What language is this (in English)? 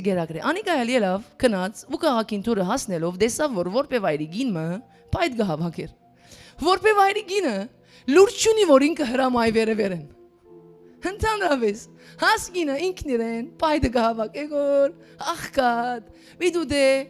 Western Armenian